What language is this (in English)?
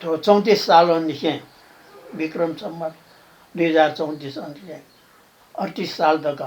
Newari